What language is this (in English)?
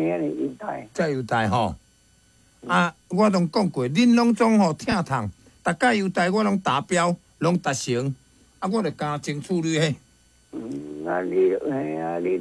Min Nan Chinese